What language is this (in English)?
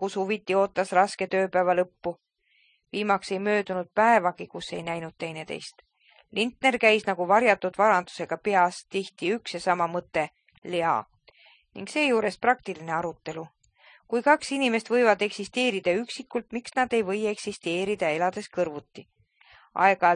Estonian